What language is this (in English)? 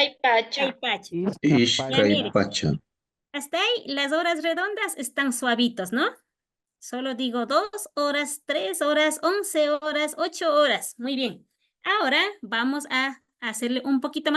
Imbabura Highland Quichua